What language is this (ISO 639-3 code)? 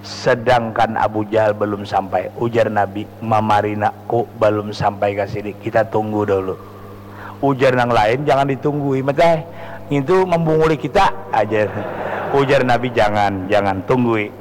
bjn